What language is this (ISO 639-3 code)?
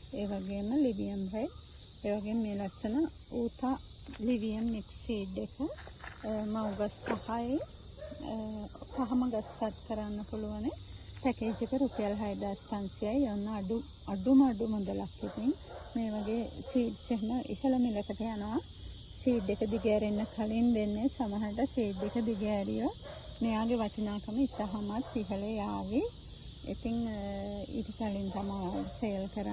sin